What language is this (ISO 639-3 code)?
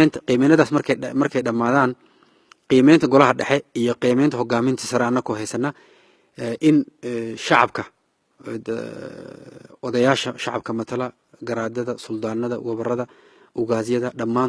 som